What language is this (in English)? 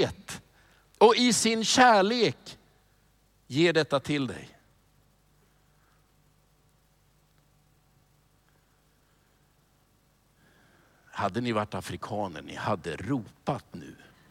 Swedish